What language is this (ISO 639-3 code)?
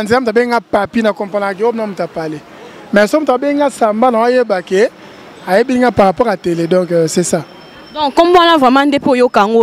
lin